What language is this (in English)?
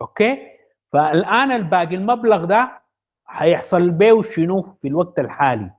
Sudanese Arabic